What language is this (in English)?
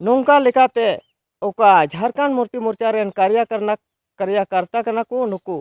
Santali